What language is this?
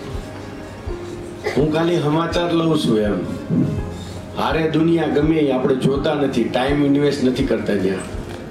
Gujarati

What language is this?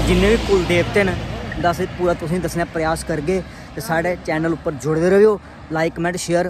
Dogri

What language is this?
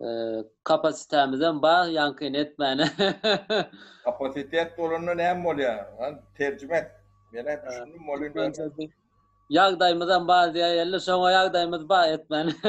Turkmen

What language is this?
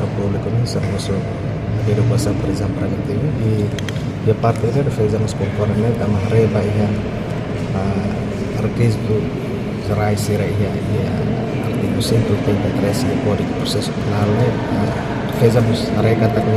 Tetum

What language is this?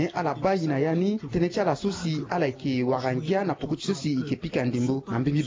Sango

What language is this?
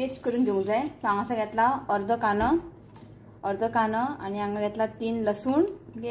Konkani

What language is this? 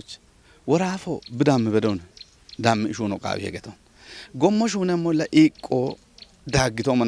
Kafa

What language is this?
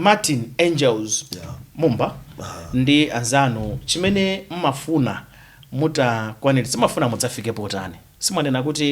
Nyanja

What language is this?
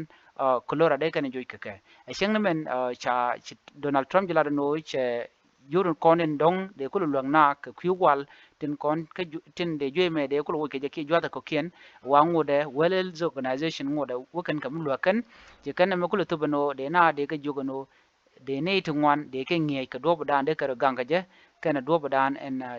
Nuer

